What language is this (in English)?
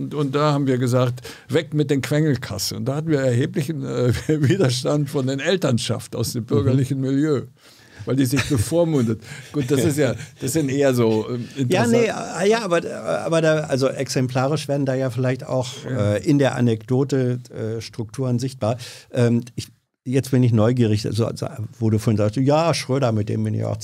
German